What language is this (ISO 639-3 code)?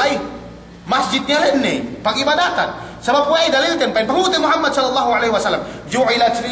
yka